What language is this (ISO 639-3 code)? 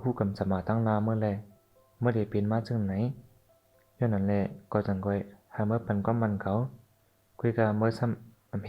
shn